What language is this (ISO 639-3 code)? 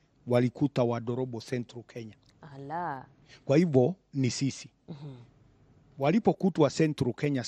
swa